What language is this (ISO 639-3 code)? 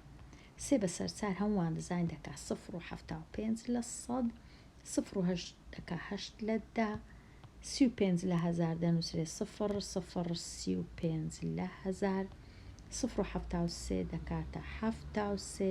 ckb